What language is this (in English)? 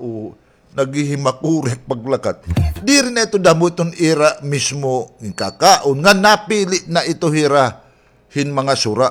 Waray